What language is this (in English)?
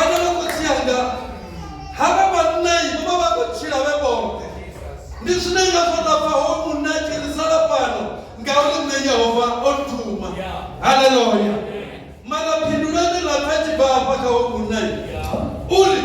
Venda